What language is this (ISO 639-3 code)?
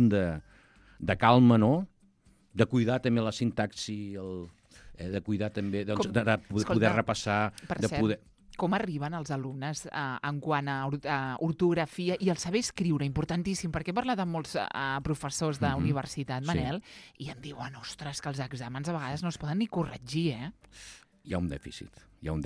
cat